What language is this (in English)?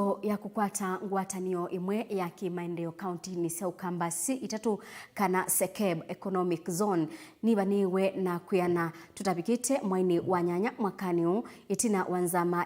Kamba